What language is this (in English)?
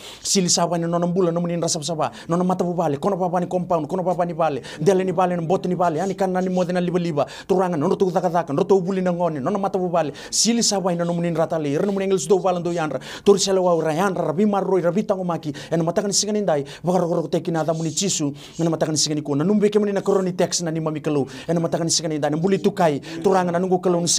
Fijian